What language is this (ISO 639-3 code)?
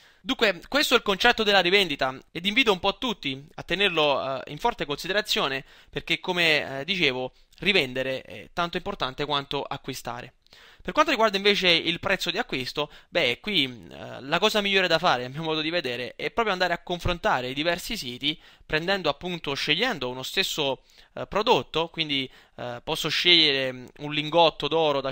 ita